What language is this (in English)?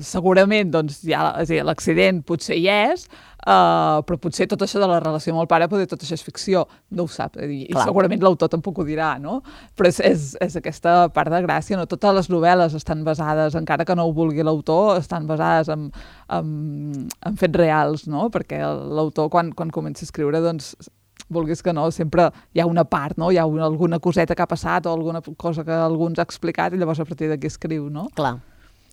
Catalan